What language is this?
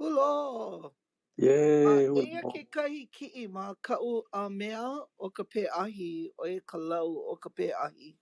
Hawaiian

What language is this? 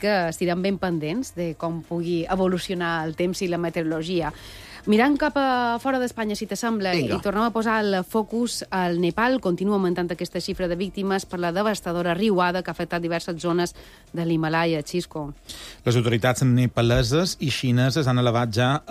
Catalan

